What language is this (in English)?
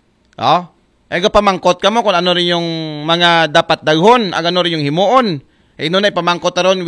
Aklanon